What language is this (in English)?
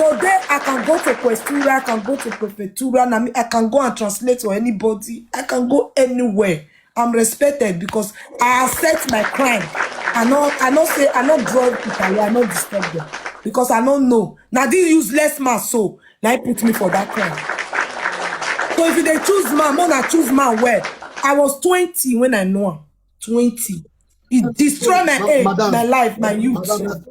Nigerian Pidgin